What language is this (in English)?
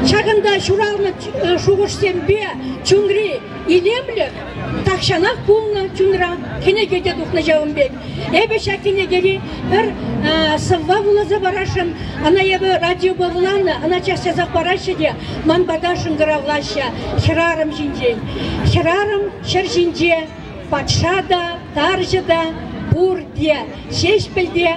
Chuvash